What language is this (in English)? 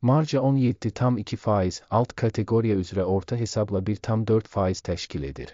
Azerbaijani